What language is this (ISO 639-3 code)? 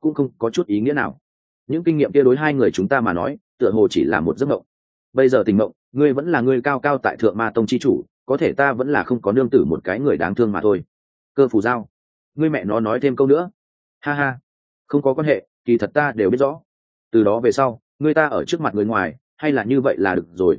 vie